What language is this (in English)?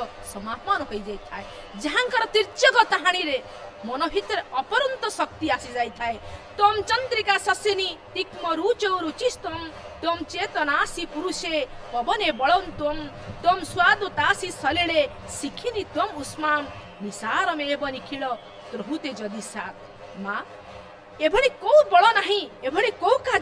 Odia